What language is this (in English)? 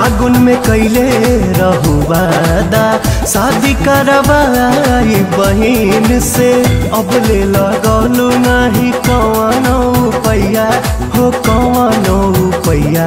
Bhojpuri